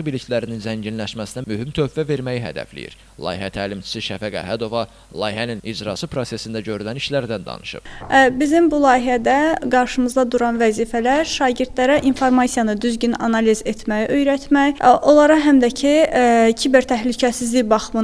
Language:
Azerbaijani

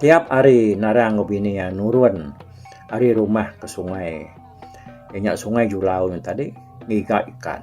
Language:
Iban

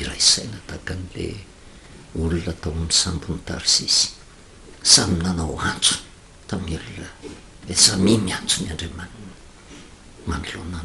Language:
Malagasy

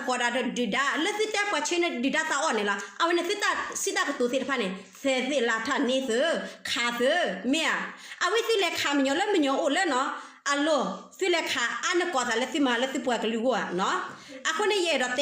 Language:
S'gaw Karen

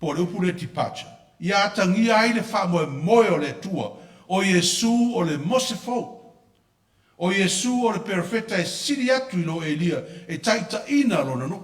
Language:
Samoan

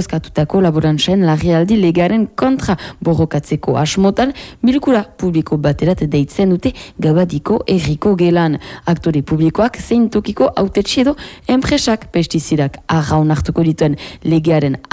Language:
Basque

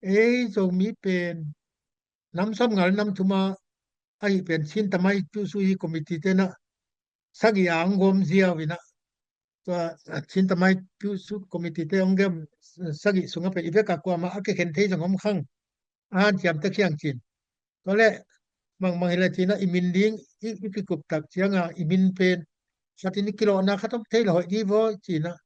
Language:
Tedim Chin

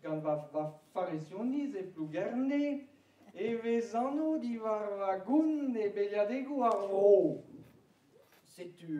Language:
Breton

